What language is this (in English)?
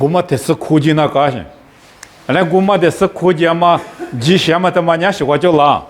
Lisu